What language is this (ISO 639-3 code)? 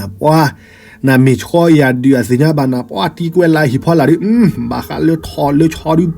ksw